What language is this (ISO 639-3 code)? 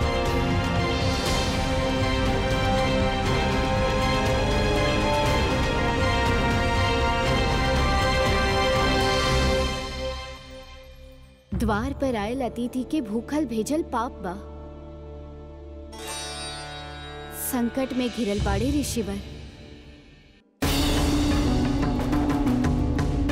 bho